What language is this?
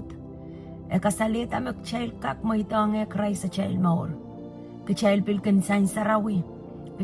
Pohnpeian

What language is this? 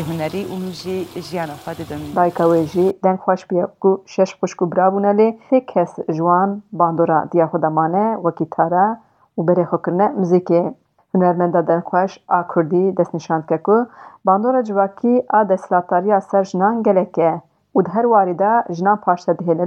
Kurdish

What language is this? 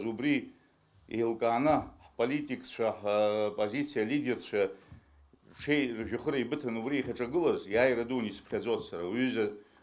Abkhazian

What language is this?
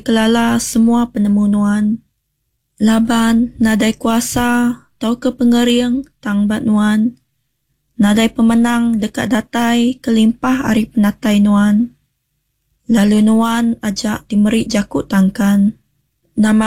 Iban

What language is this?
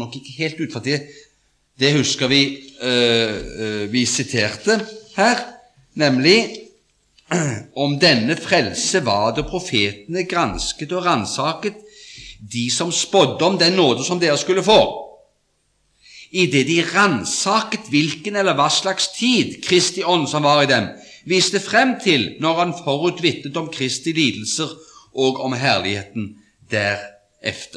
Norwegian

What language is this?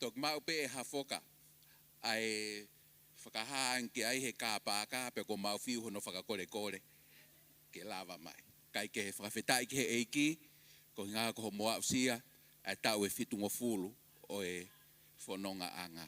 Tongan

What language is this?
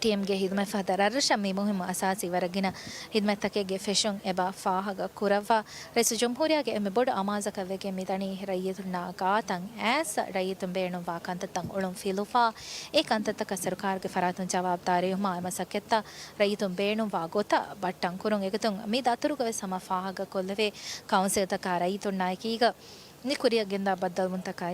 Divehi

